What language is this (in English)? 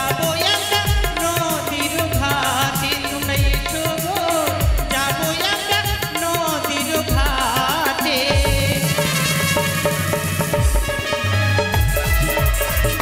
Bangla